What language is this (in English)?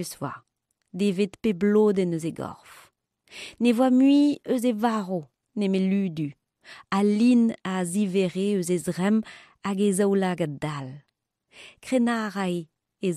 Breton